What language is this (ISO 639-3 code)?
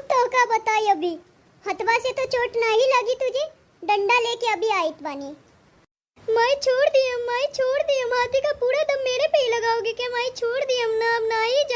bho